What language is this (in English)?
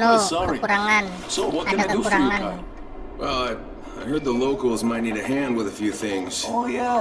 Banjar